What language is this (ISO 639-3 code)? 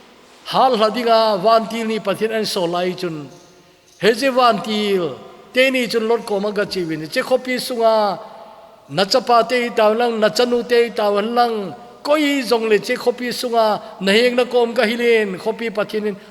tcz